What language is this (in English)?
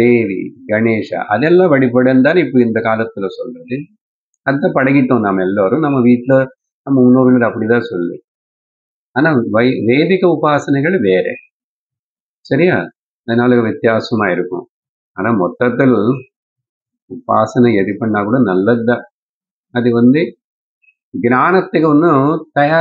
Tamil